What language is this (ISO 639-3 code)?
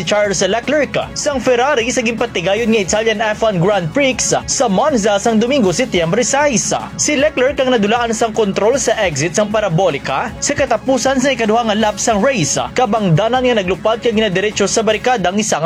hil